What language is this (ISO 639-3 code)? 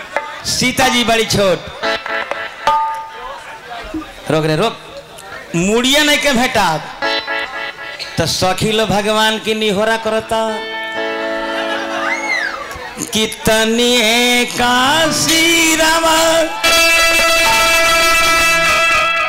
bho